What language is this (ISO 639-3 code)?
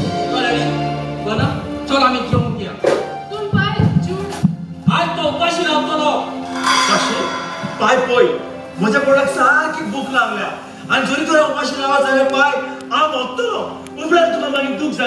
kok